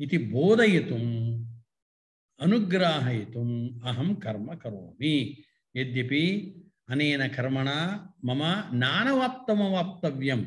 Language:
Sanskrit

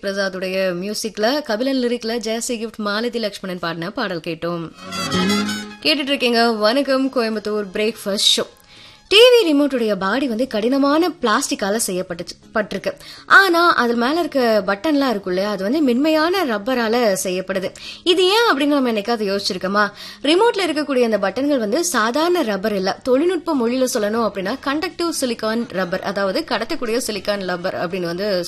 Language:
Tamil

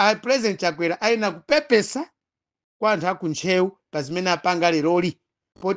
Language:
Nyanja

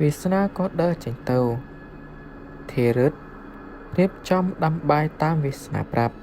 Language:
Khmer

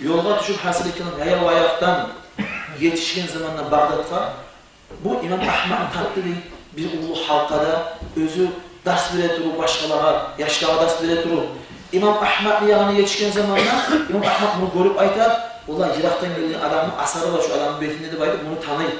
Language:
Kumyk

